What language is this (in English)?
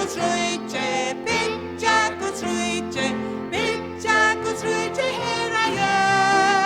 Faroese